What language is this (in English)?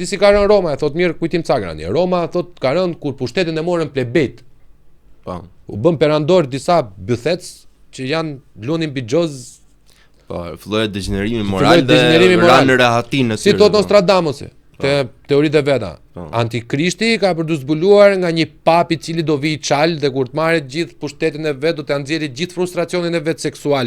Albanian